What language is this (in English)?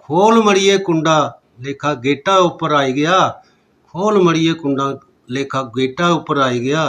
Dogri